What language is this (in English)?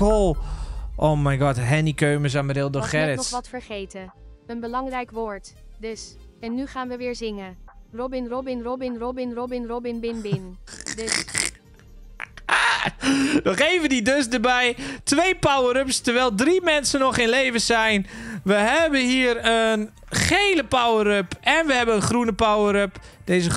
Dutch